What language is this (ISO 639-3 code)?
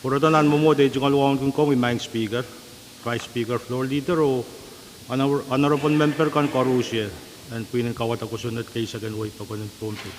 pon